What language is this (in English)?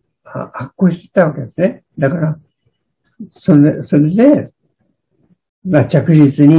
Japanese